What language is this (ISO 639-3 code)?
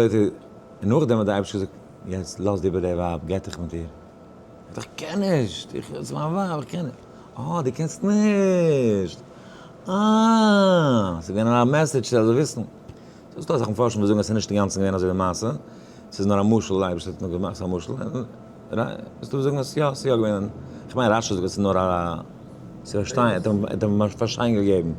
yid